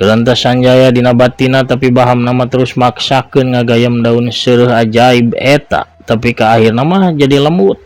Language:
Sundanese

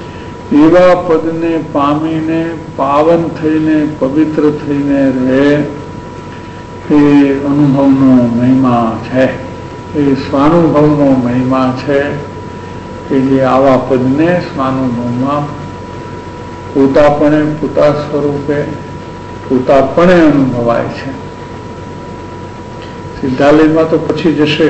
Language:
Gujarati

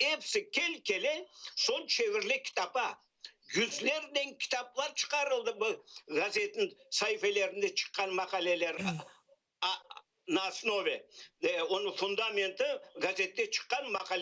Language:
Crimean Tatar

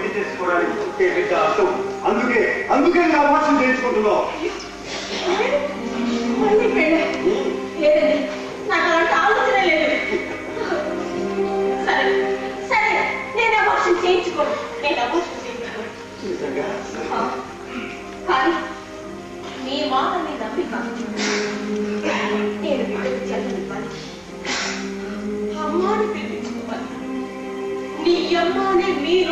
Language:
Telugu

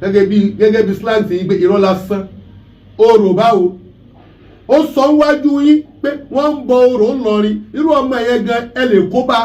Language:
Yoruba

